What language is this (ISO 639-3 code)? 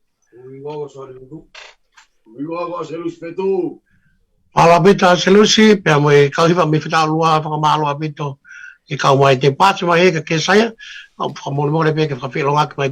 ton